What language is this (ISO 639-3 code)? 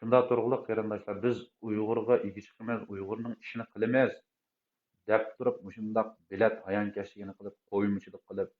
uig